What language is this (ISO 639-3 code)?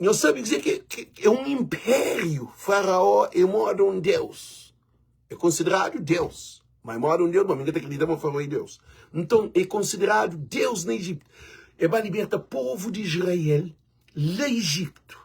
kea